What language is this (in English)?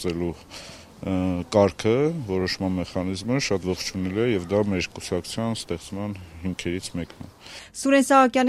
Armenian